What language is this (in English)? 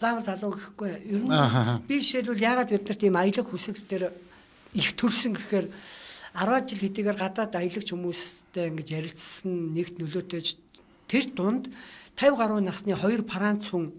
Mongolian